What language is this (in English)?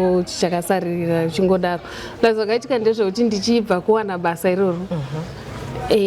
Shona